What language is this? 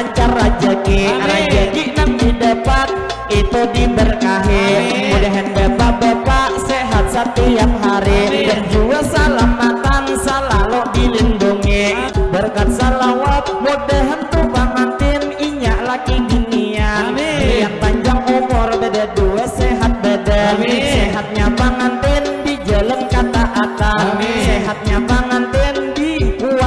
Banjar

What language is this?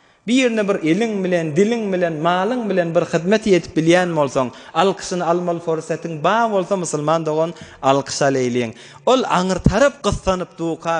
Turkmen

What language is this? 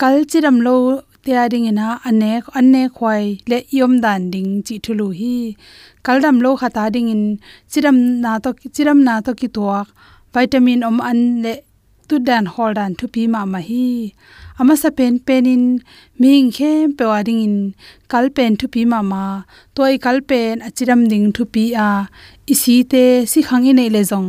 Tedim Chin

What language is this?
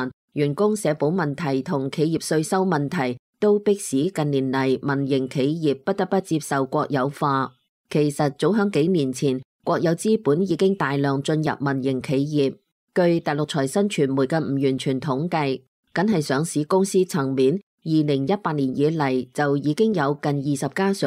Cantonese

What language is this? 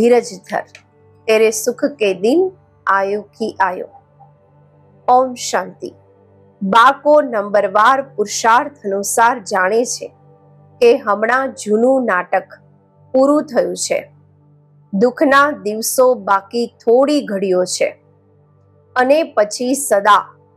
Gujarati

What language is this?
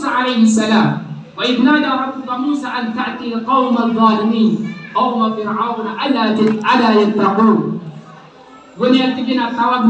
Maranao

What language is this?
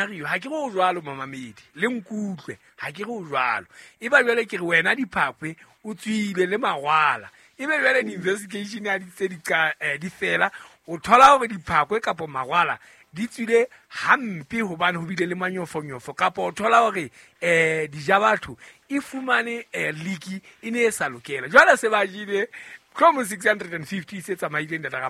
Southern Sotho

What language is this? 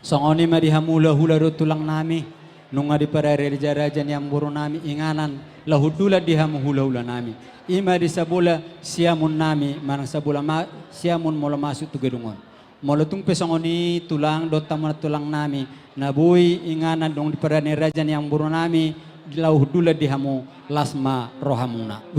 Batak Toba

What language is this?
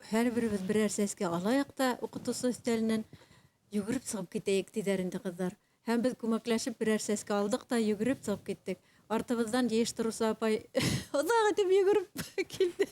Bashkir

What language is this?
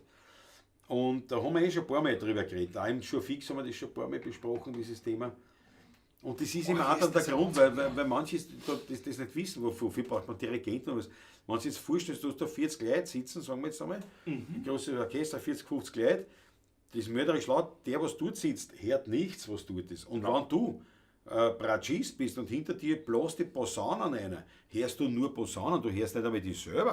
Bavarian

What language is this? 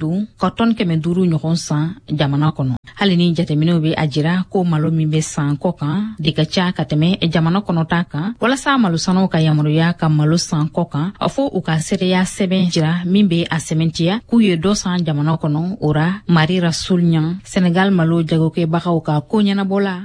Bambara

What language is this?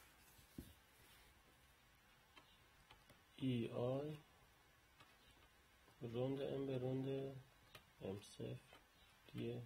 Persian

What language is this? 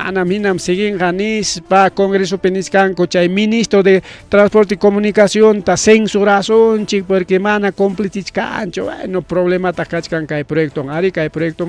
Ayacucho Quechua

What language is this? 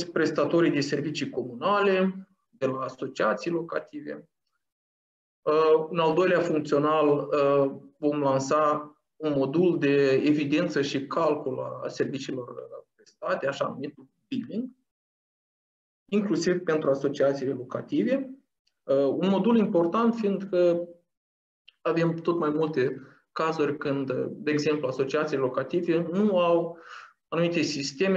Romanian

